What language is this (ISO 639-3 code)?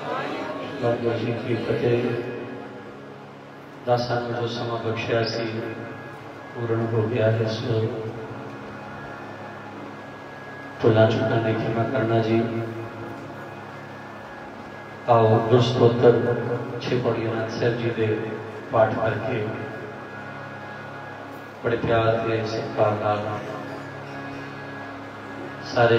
pan